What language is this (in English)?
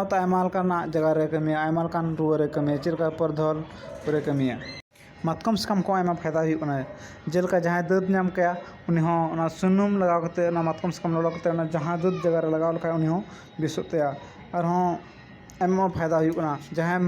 Santali